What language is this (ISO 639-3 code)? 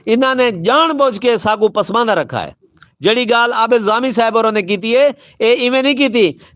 skr